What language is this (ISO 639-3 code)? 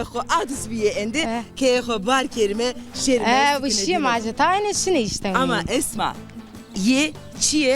zza